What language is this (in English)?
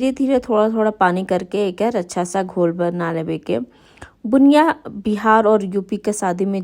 Bhojpuri